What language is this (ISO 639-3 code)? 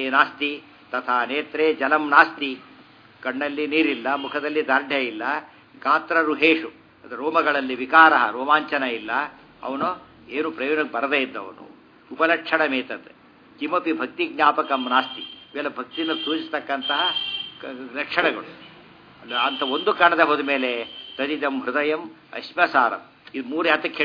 kan